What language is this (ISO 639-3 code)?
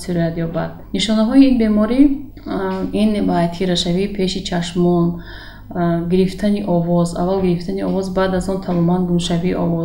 tgk